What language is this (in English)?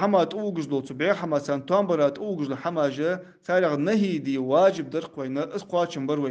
Ingush